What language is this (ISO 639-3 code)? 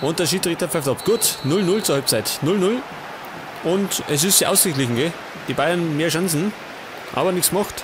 bar